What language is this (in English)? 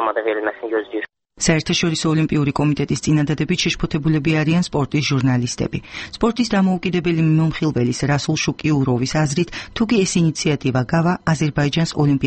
Georgian